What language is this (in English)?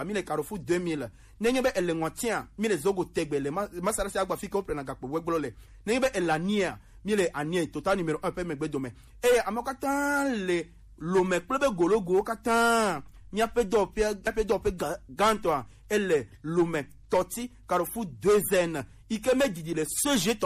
Gen